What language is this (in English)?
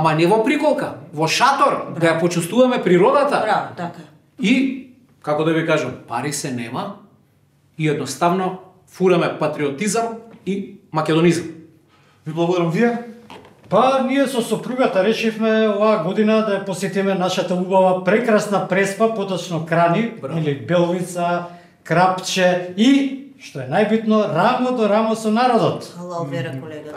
Macedonian